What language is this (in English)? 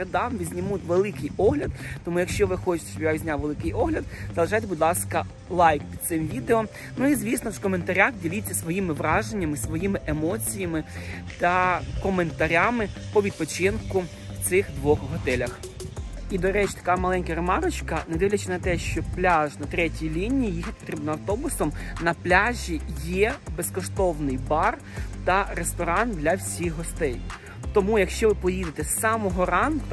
Ukrainian